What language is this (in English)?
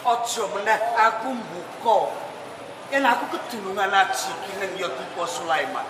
Javanese